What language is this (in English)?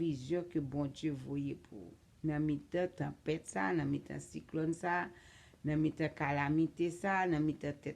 Haitian Creole